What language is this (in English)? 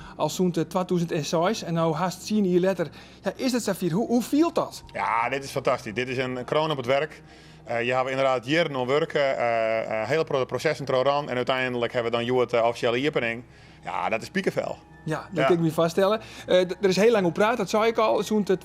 Western Frisian